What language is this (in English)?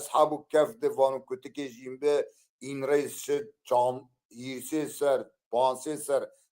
Zaza